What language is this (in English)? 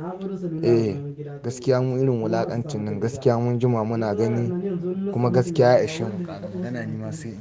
Hausa